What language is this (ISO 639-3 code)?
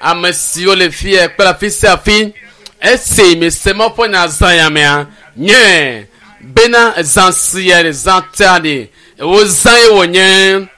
ewe